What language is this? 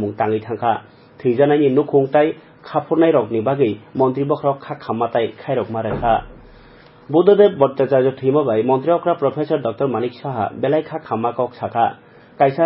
Kok Borok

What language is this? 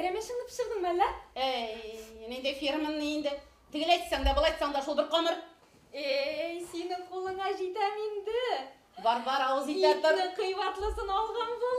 Bashkir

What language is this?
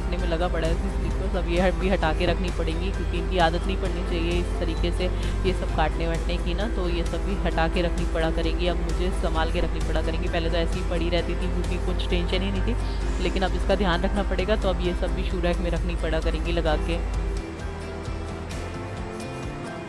Hindi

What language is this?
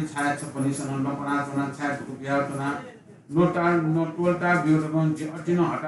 Newari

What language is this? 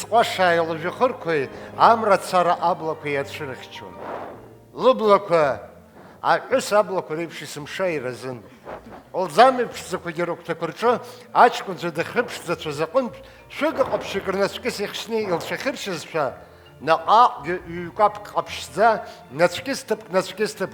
Abkhazian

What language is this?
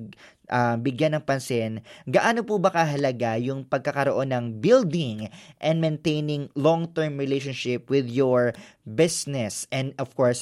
Filipino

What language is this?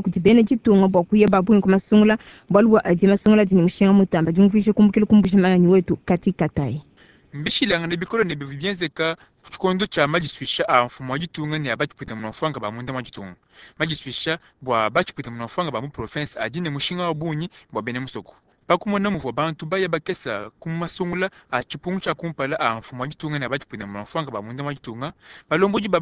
Luba-Lulua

